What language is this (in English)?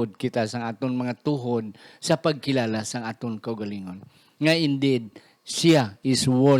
Hiligaynon